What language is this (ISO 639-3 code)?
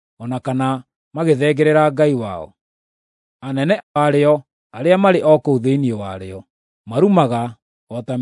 kik